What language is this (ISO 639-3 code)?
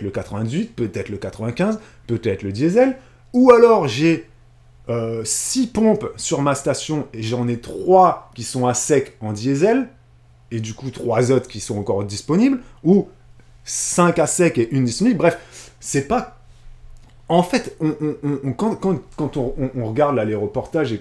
fra